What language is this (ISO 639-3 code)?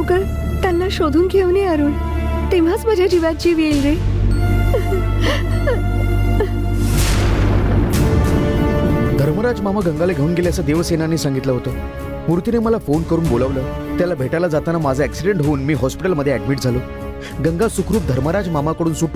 mar